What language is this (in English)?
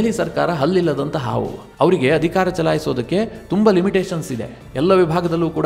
Kannada